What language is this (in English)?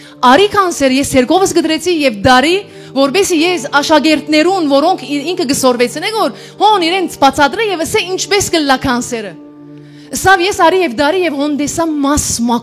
Western Armenian